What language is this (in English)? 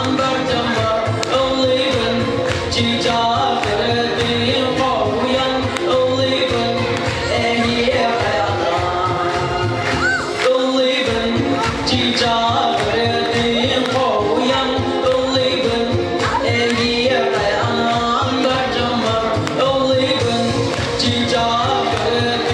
Yakut